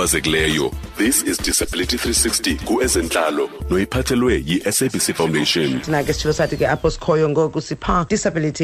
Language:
Xhosa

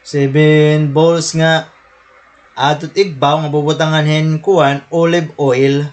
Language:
Waray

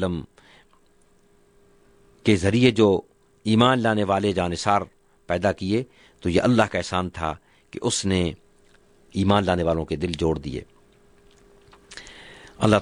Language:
Urdu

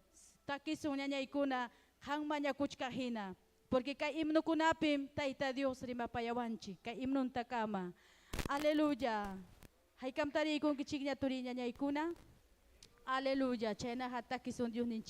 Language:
Ayacucho Quechua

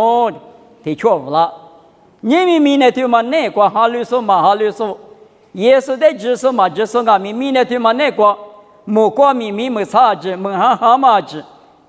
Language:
Lisu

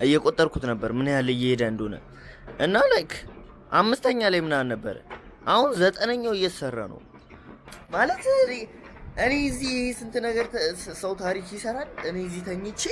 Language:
Amharic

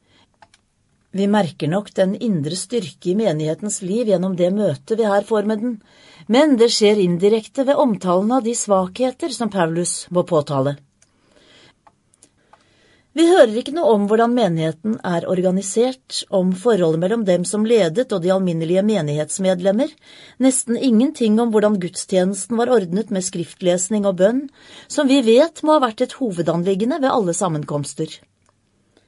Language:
Norwegian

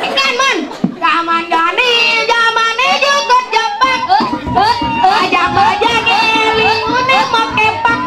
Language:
Balinese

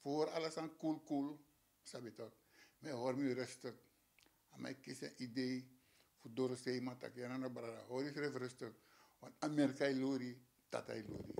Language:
Sranan Tongo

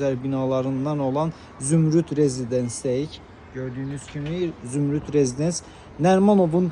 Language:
Azerbaijani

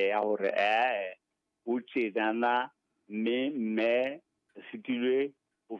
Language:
Southern Sotho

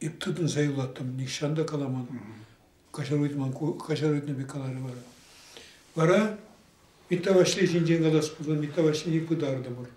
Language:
Tatar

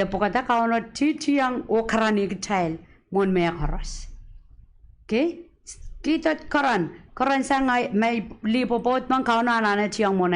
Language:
Pohnpeian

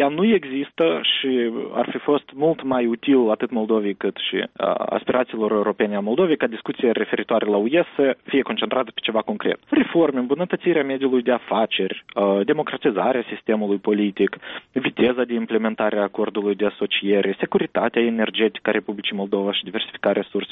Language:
Romanian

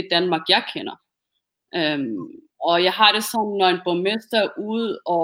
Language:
Danish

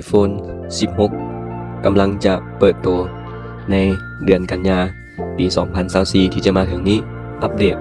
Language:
Lao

